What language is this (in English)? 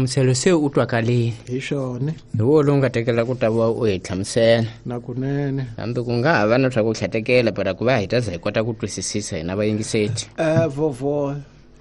Tsonga